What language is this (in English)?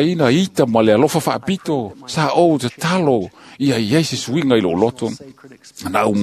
Samoan